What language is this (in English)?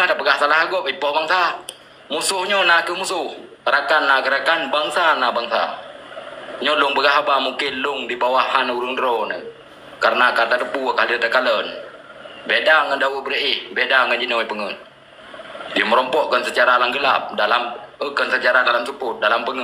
Achinese